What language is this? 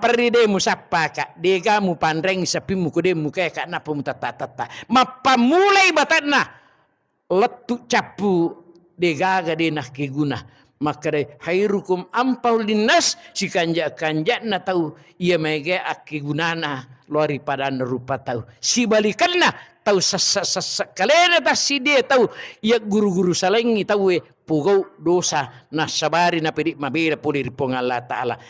Buginese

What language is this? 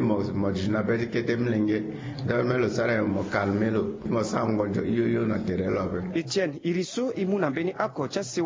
Sango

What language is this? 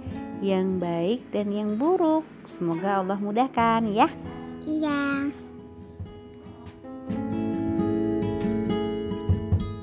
Indonesian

